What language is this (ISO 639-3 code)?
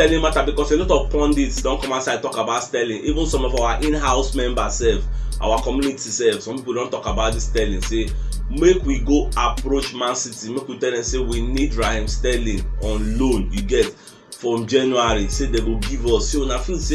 pcm